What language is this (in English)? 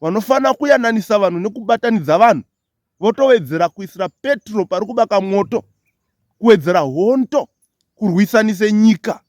Shona